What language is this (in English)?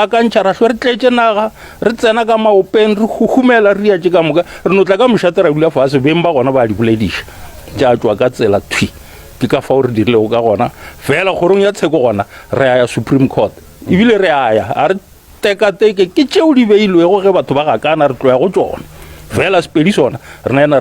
Northern Sotho